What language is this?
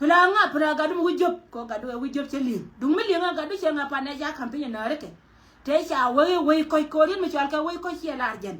Nuer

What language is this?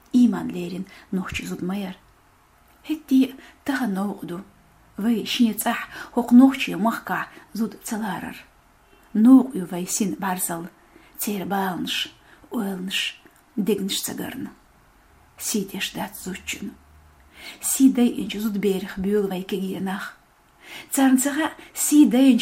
Chechen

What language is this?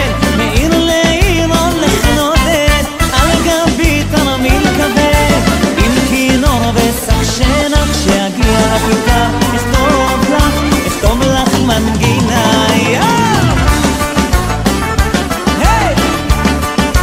Hebrew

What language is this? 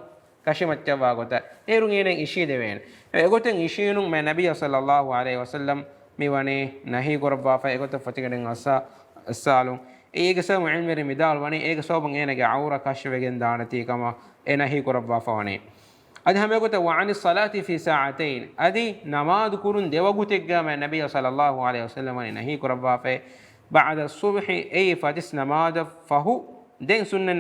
Divehi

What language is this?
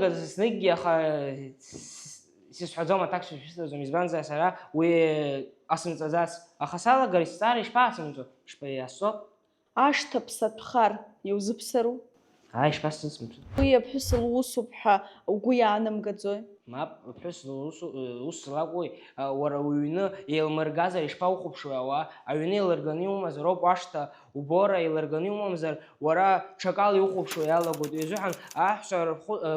Abkhazian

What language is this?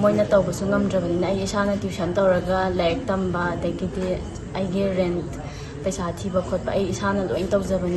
Manipuri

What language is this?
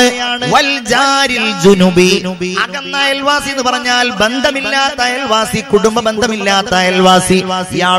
Malayalam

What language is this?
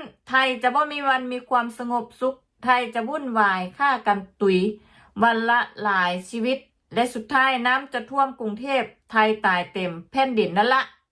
Northeastern Thai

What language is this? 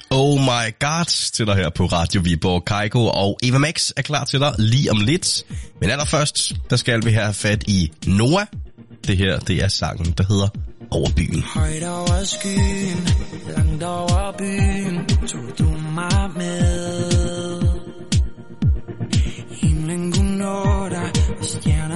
Danish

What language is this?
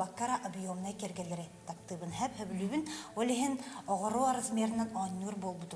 Yakut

